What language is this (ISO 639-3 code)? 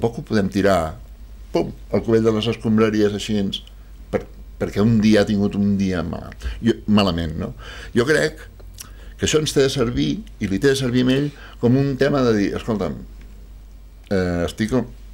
cat